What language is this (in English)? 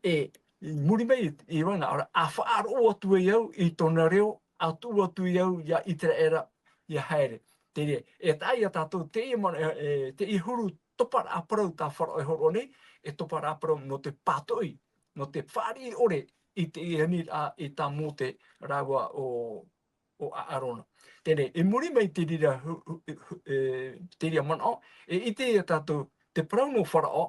Tahitian